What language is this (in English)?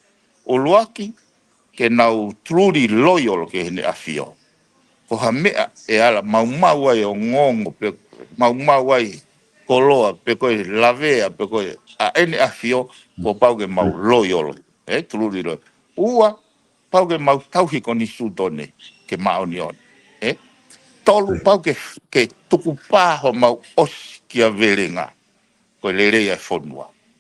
Tongan